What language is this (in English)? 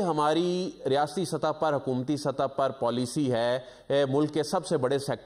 Urdu